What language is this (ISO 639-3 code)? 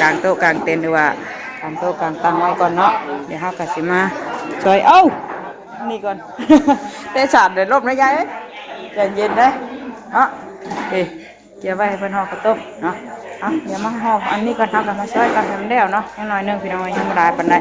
tts